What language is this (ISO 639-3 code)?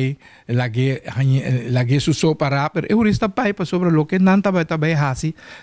pap